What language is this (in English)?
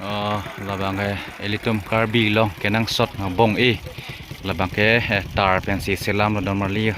Karbi